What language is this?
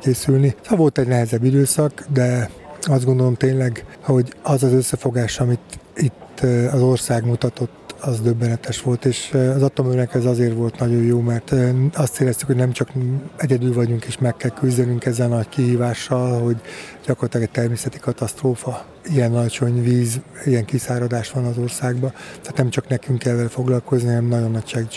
Hungarian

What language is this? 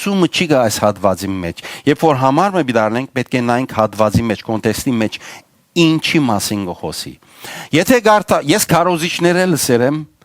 Western Armenian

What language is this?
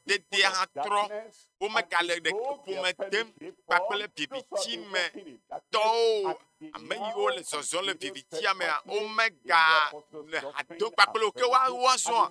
Ewe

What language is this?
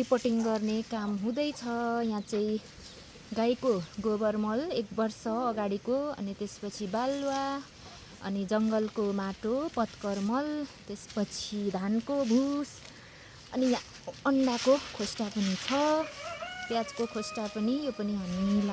Nepali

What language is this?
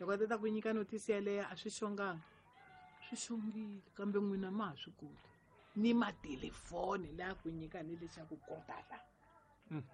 Tsonga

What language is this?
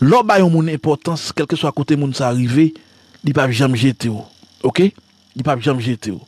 Haitian Creole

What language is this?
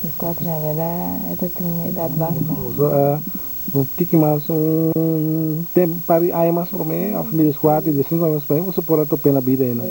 Papiamento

